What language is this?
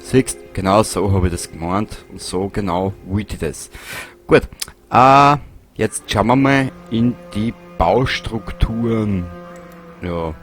Bavarian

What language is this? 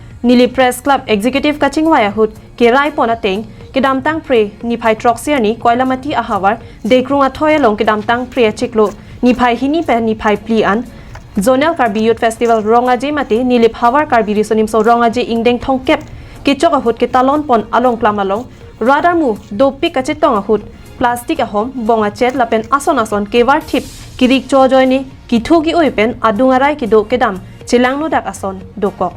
Karbi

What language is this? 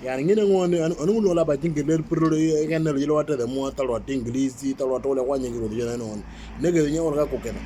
Moro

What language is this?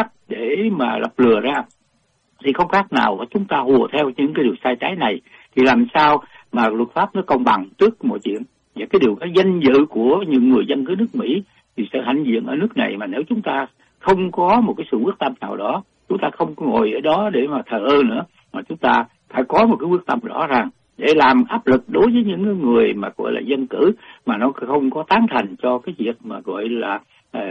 Vietnamese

